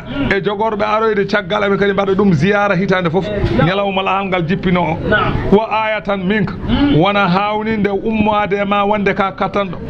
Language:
Fula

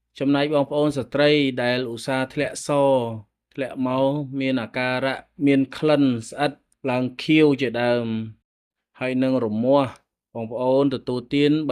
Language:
Khmer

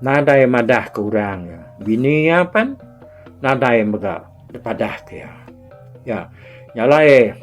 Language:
Iban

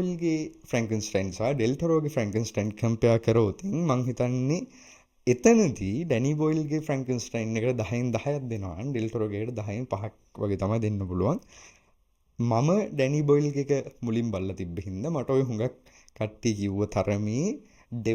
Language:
Sinhala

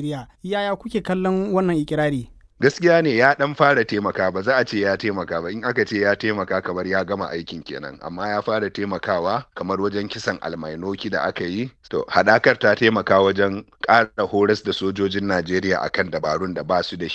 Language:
Hausa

